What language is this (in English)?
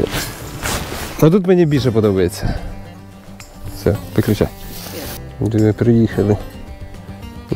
Ukrainian